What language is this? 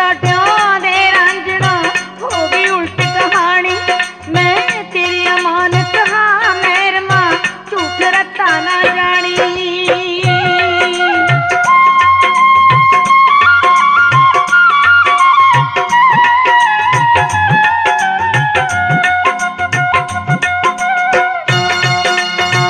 Punjabi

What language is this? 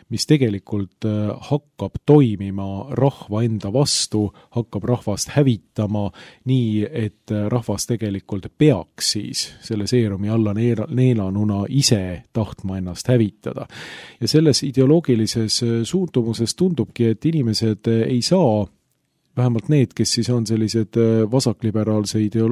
Estonian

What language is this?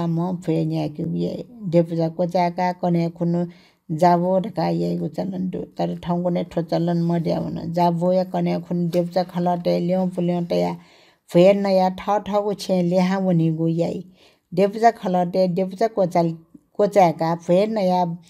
Newari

